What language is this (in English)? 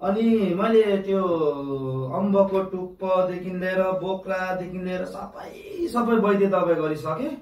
Nepali